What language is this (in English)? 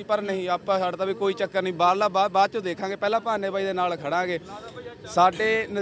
Punjabi